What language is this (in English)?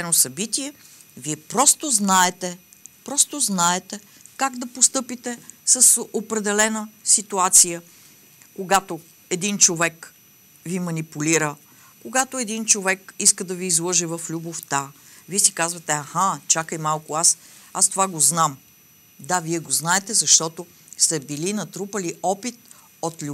Bulgarian